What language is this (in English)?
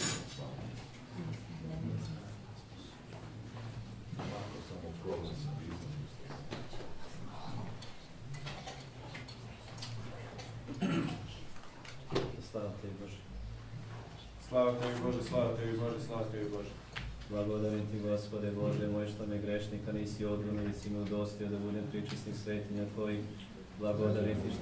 Serbian